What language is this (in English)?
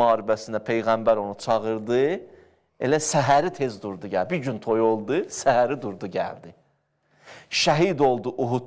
Azerbaijani